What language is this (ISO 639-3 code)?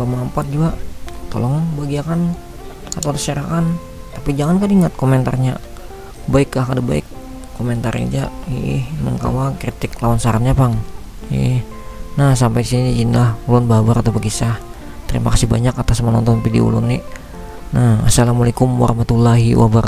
bjn